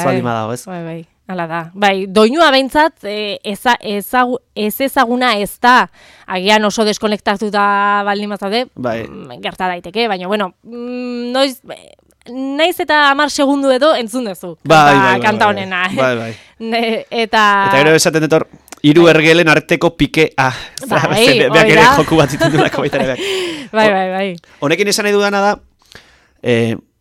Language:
Basque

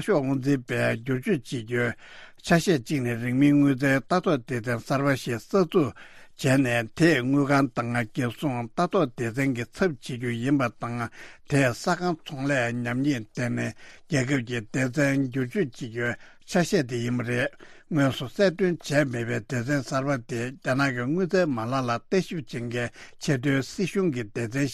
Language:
Tibetan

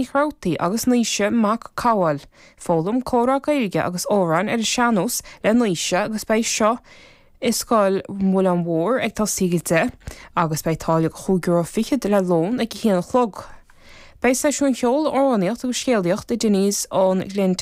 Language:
Irish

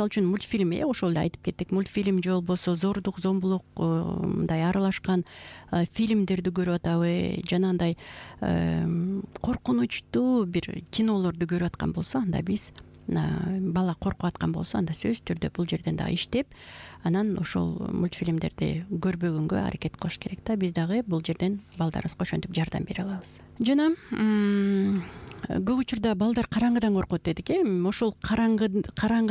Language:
Kyrgyz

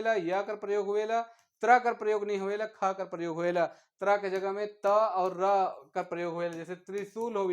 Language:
Sadri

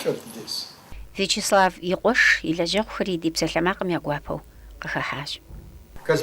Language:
Kabardian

